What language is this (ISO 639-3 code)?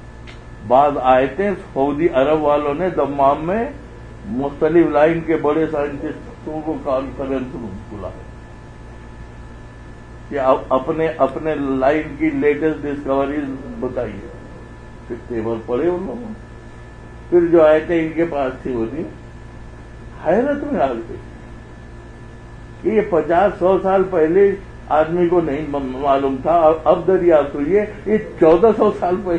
urd